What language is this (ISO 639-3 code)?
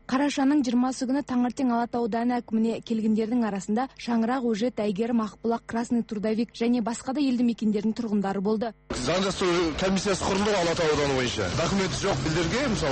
kaz